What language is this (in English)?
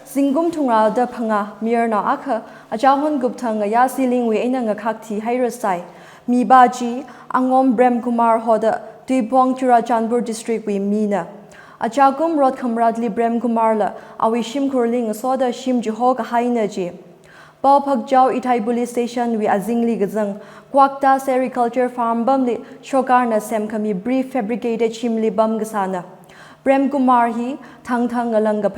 Tangkhul Naga (India)